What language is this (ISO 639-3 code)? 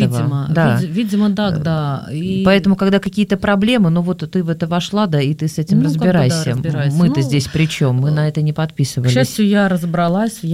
rus